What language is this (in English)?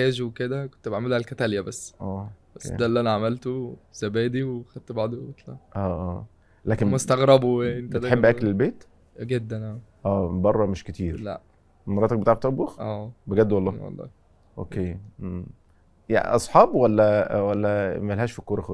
Egyptian Arabic